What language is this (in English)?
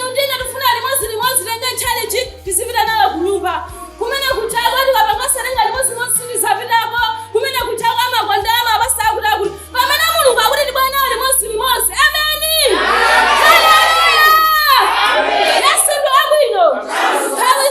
Nyanja